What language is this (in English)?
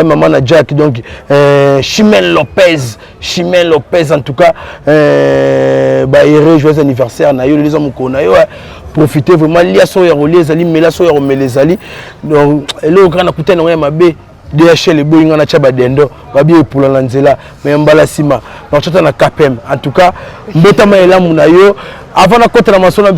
Lingala